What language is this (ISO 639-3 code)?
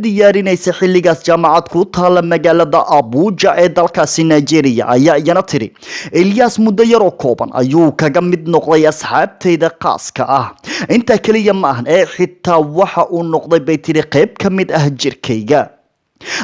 som